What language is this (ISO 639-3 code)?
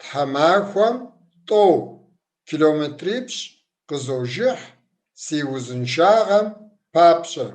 kbd